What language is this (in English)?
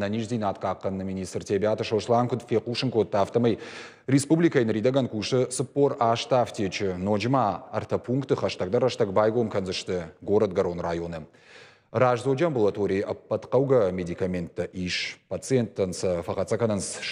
Ossetic